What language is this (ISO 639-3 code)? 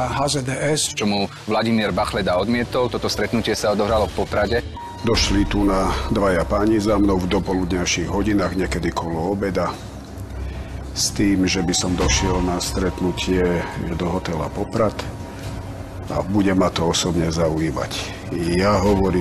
slk